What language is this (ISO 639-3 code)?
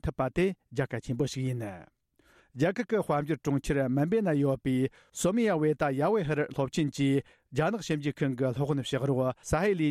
bod